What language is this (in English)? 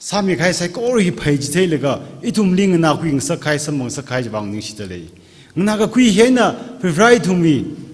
Tangkhul Naga (India)